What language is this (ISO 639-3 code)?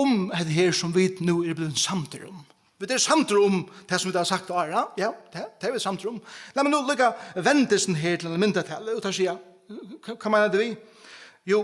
fao